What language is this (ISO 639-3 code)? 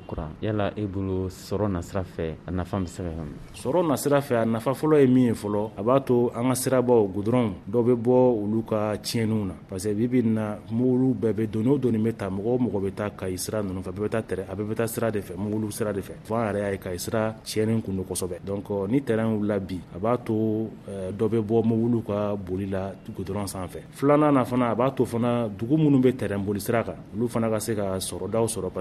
bam